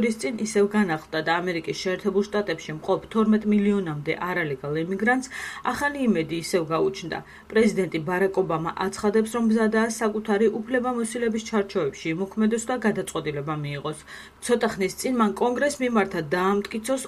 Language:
Georgian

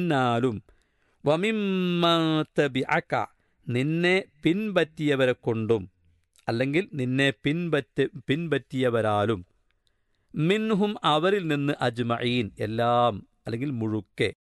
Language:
Malayalam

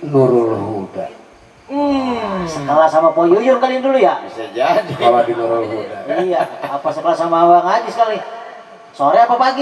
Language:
Betawi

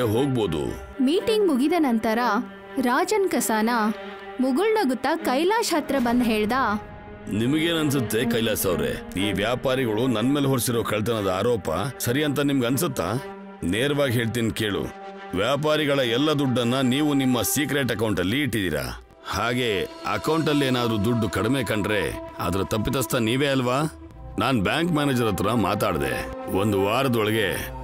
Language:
Kannada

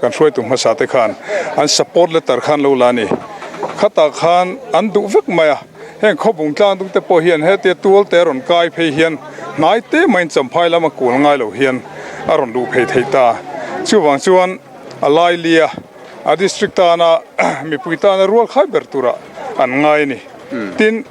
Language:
Mizo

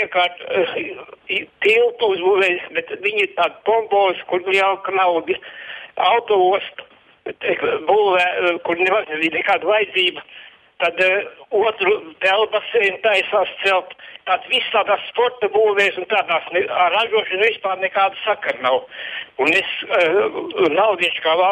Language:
Latvian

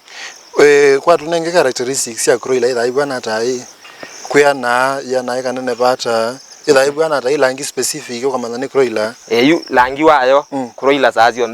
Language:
Kamba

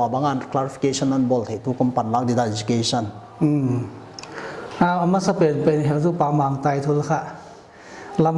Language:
Paite Chin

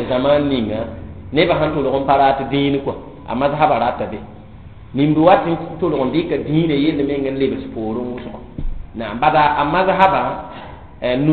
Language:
Mossi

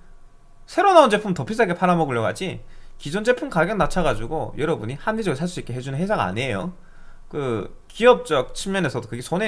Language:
Korean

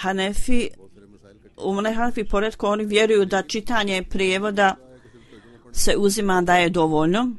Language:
Bosnian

